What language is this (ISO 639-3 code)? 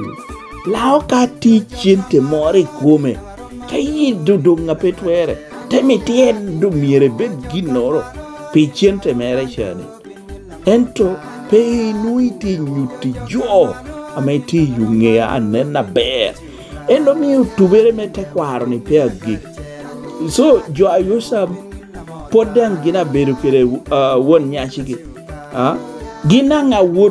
laj